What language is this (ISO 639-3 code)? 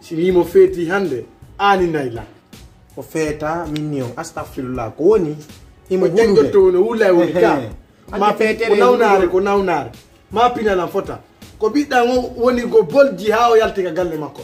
ful